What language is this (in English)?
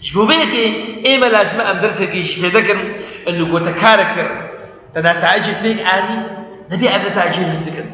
Kurdish